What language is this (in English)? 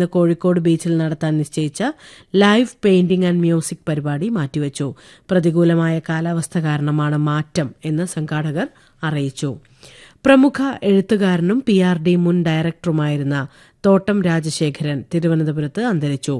Malayalam